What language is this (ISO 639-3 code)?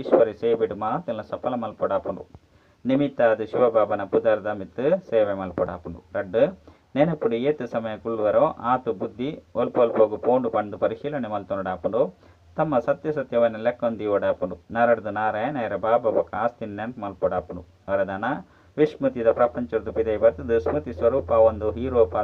tcy